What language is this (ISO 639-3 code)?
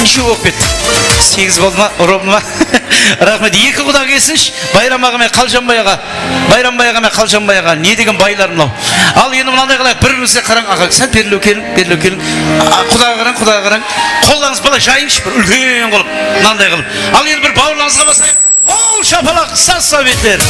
kaa